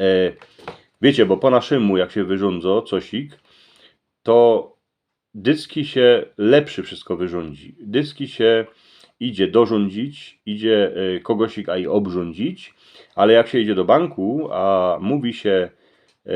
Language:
Silesian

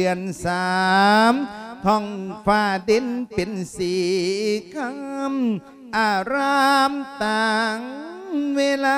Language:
Lao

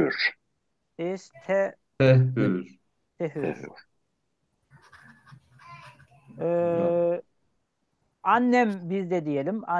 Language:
Turkish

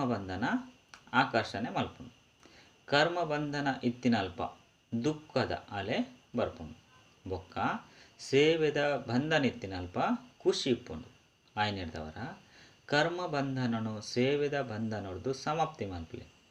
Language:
Tulu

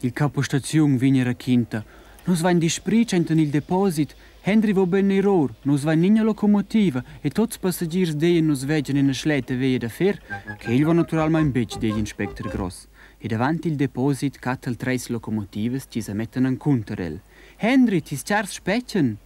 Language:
Romansh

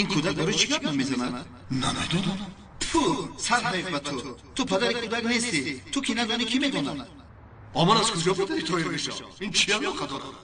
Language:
Tajik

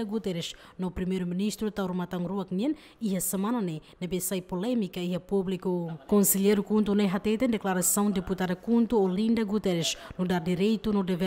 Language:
Tetum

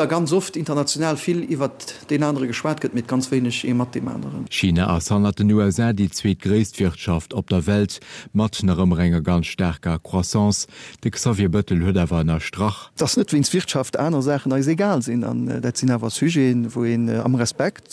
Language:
Luxembourgish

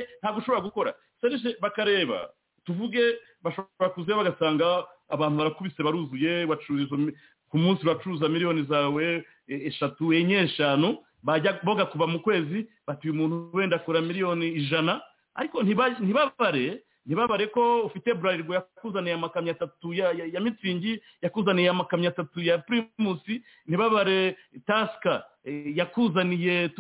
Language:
Kinyarwanda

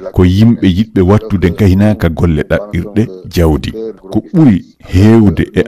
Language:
Fula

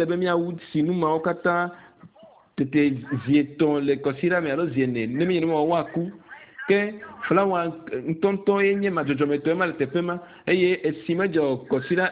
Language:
Ewe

